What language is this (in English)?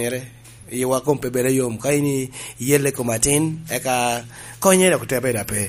Lango (Uganda)